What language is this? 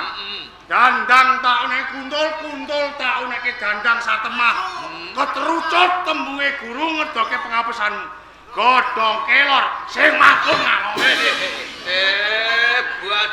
Javanese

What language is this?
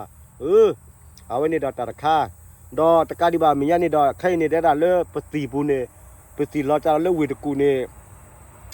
S'gaw Karen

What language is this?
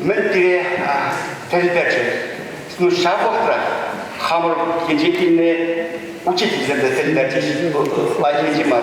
Chuvash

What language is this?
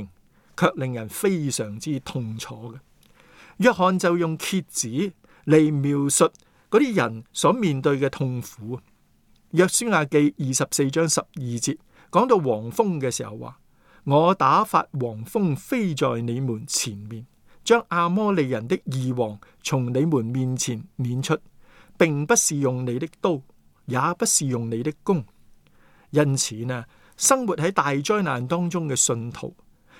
Cantonese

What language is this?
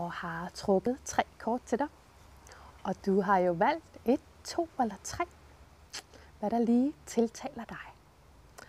Danish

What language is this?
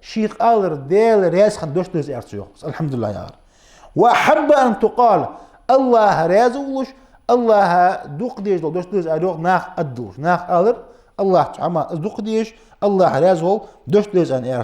Ingush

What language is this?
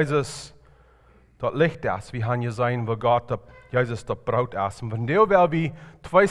Plautdietsch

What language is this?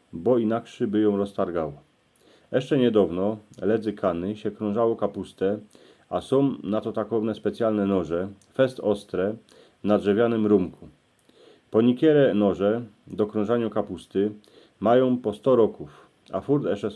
Silesian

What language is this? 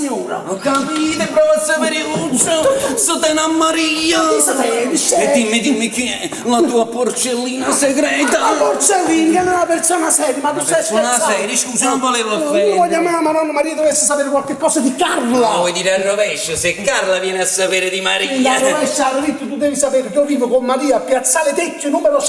Neapolitan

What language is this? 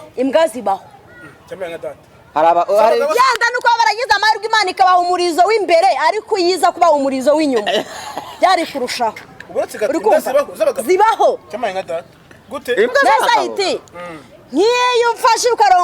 Kinyarwanda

